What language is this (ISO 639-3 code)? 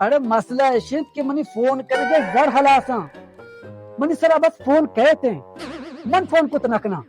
bal